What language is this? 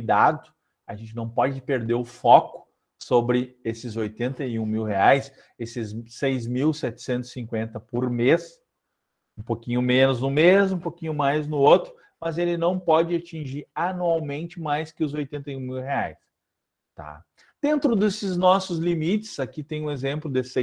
Portuguese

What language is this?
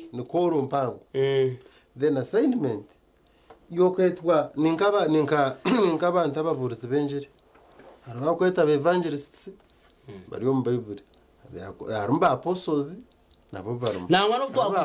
Nyankole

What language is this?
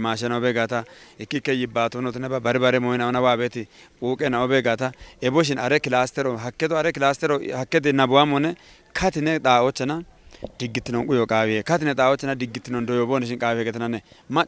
Kafa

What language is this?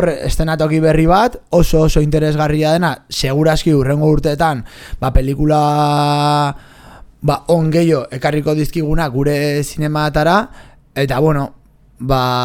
Basque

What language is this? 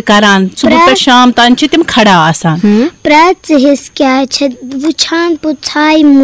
Kashmiri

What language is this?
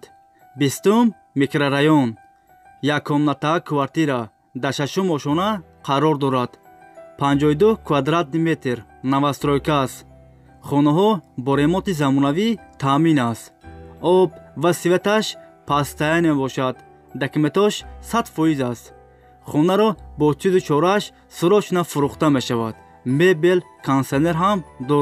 Tajik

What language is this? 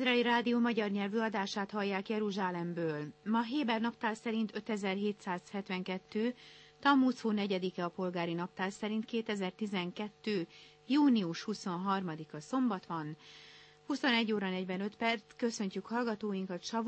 Hungarian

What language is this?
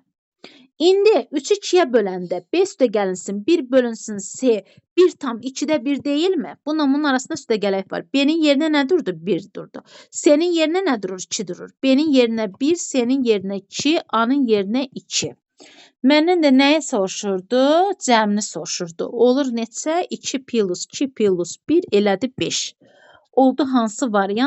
Azerbaijani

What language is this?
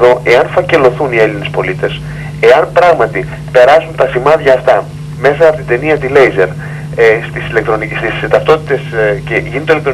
Greek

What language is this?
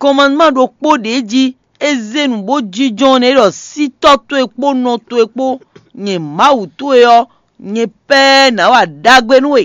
Fon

